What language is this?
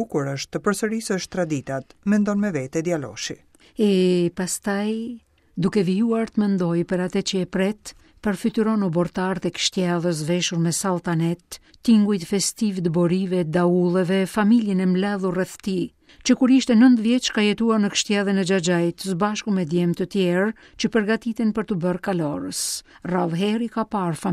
Albanian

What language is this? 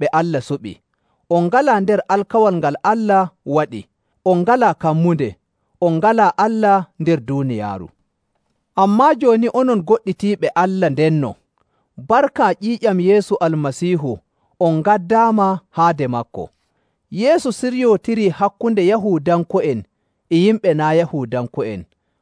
Nigerian Fulfulde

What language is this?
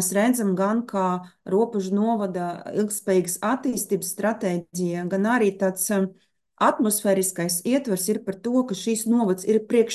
Latvian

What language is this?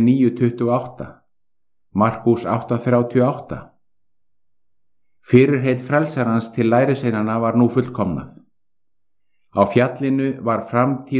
Icelandic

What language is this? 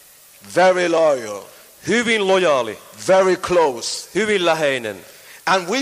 Finnish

